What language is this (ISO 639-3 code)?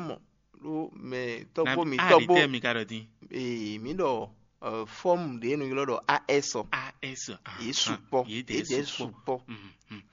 fon